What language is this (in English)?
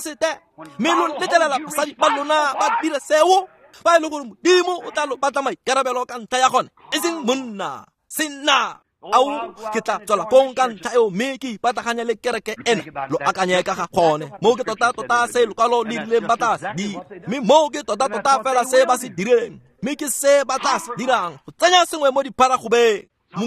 Tswana